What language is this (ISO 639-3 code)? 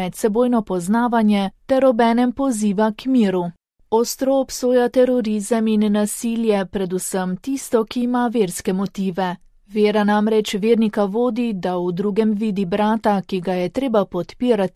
slv